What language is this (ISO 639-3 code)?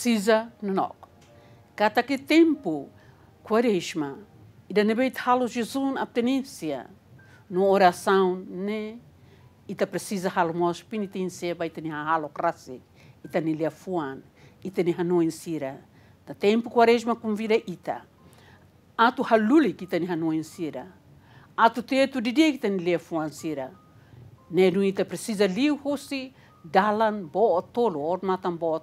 tet